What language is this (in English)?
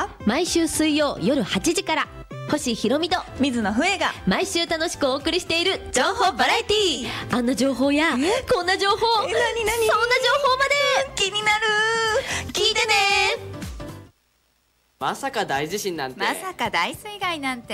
Japanese